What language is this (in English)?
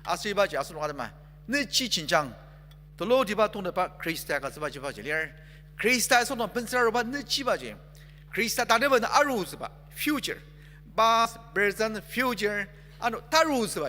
Ao Naga